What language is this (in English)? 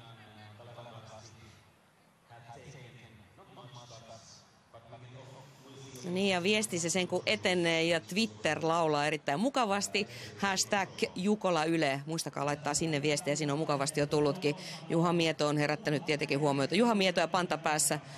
Finnish